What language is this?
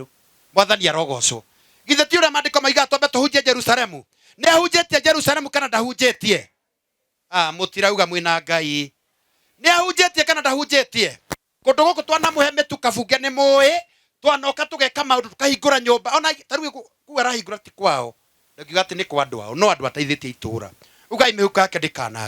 Kikuyu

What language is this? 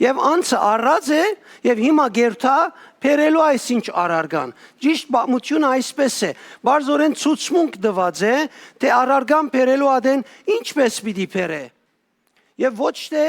Western Armenian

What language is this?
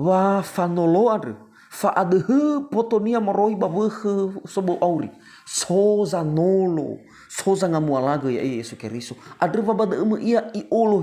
Nias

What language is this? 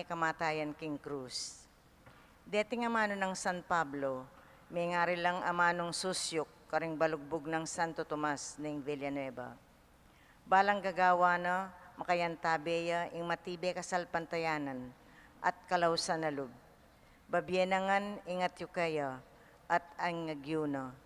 Pampanga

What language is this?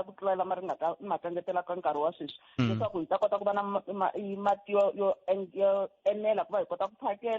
Tsonga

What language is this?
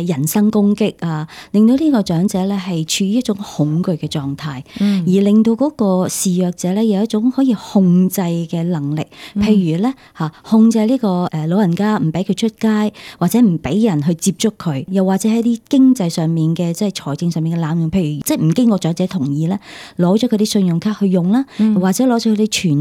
Cantonese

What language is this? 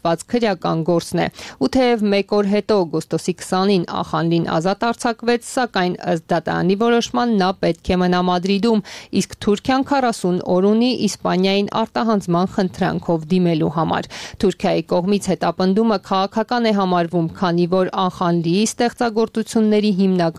Armenian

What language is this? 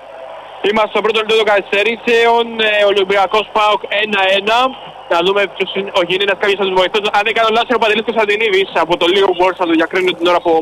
Greek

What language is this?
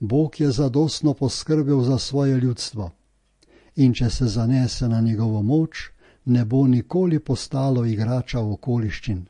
Slovenian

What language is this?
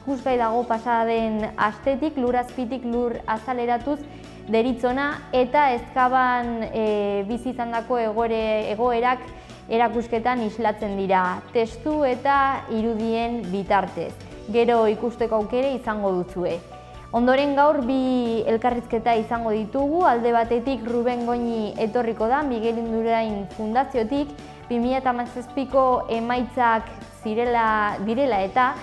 Basque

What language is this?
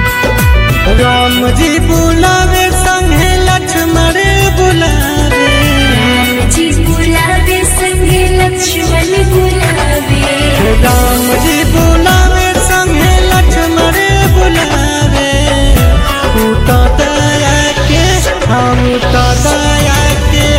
Bhojpuri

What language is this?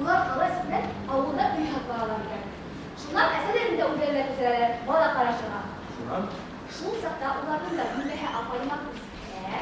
Bashkir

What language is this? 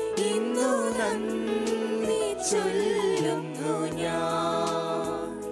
Malayalam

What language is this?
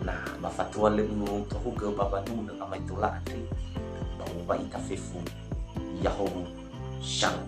Nias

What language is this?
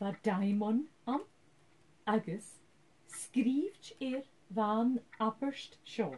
Scottish Gaelic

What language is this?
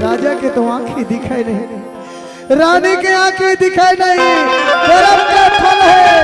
Chhattisgarhi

